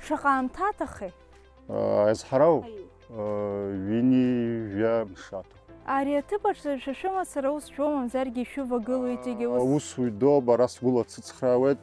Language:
Abkhazian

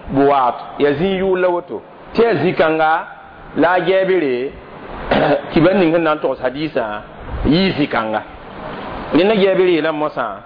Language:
Mossi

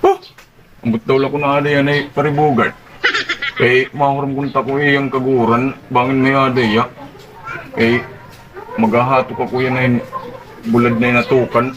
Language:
Waray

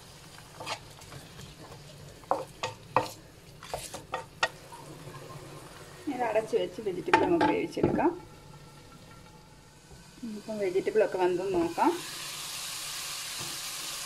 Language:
Malayalam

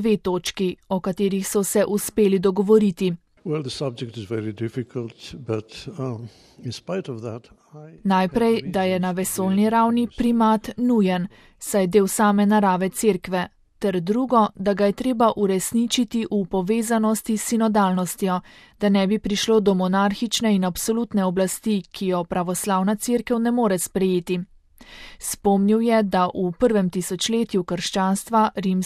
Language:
Slovenian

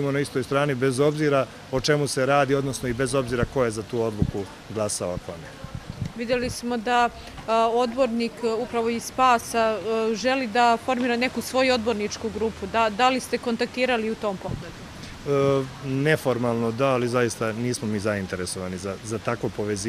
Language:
Serbian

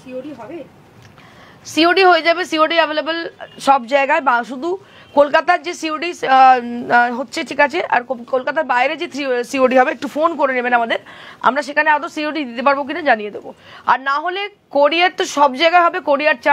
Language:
Bangla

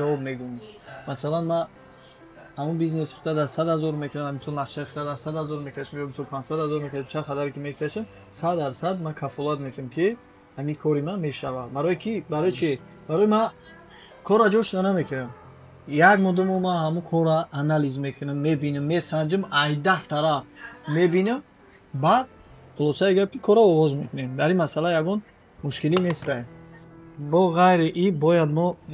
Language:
Tajik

